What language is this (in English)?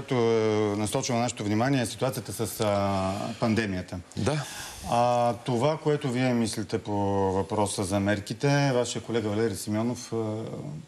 Bulgarian